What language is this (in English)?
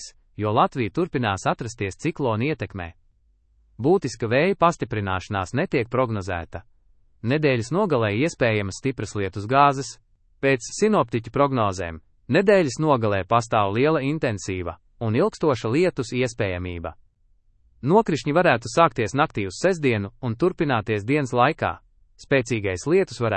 Latvian